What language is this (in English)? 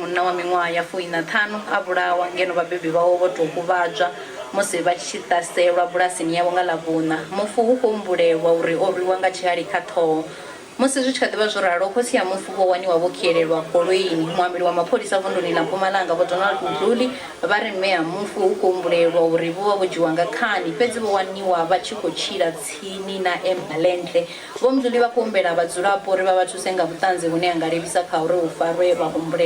Venda